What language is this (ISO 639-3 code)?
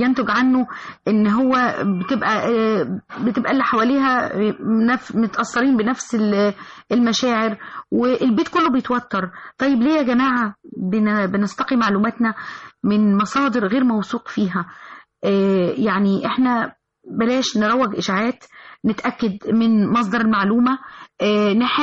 arz